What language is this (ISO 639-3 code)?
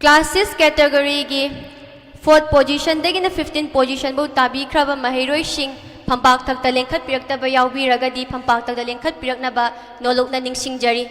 mni